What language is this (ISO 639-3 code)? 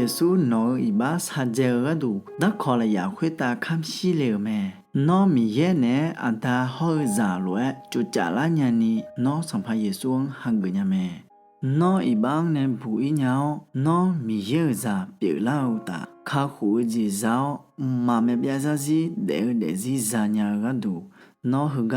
ahk